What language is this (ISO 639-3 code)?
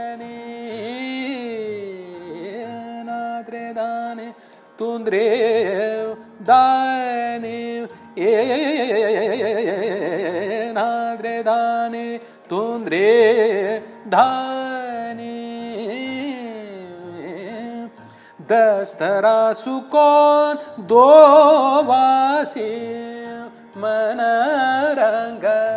mar